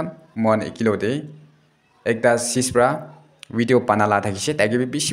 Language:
Naga Pidgin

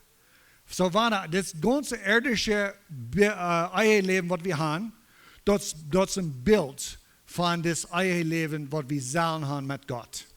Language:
Plautdietsch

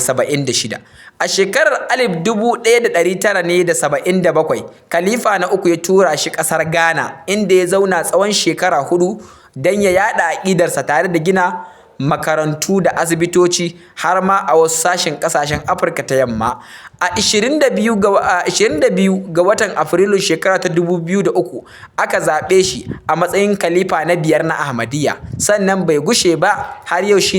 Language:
Hausa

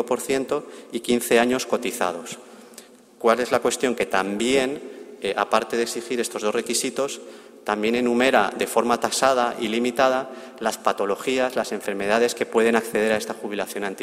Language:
Spanish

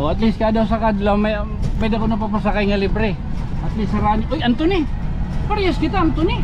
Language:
Waray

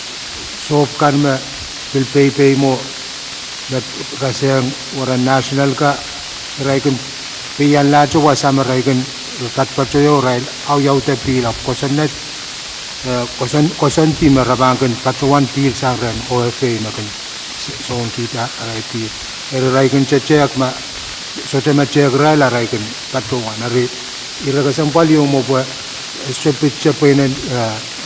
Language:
Pohnpeian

